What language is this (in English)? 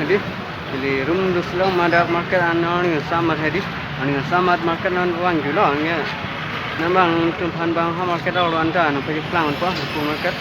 Karbi